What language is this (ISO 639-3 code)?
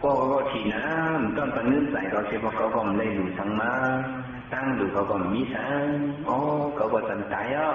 shn